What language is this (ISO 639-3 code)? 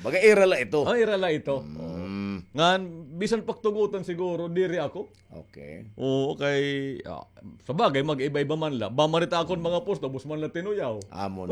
war